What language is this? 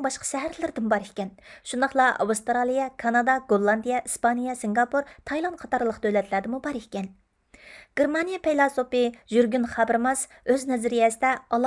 Uyghur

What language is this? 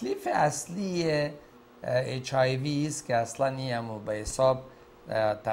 Persian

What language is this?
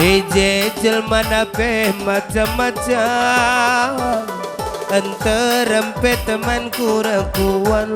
Batak Karo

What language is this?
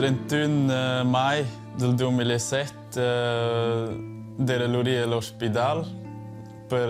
Romansh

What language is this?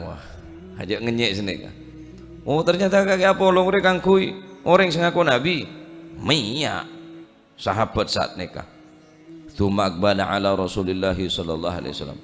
Madurese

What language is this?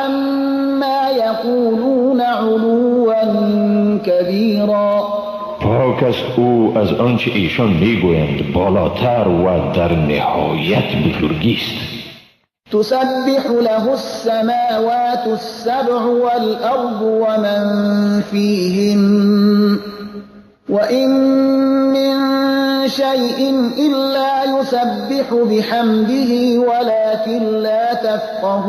Persian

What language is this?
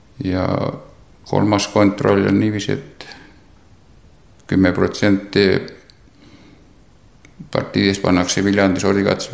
Estonian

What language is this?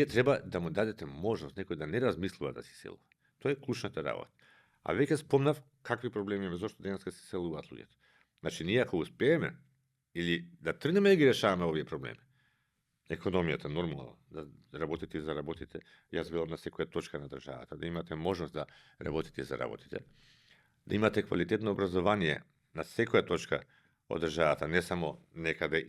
Macedonian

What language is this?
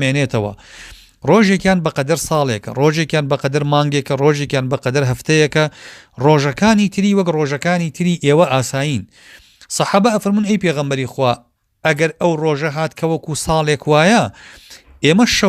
Central Kurdish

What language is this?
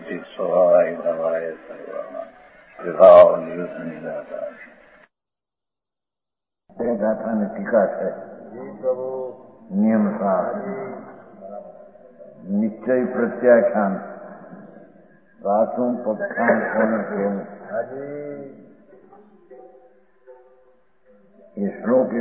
Gujarati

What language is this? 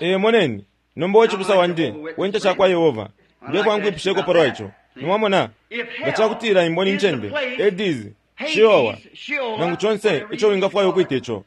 Bemba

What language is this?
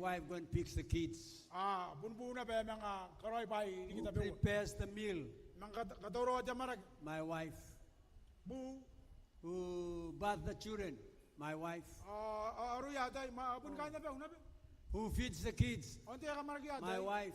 Gilbertese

